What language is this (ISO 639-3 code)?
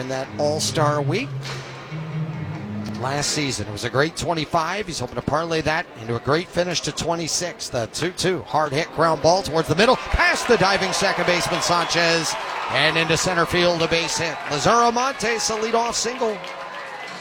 eng